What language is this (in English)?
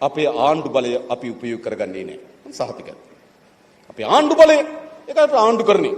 Sinhala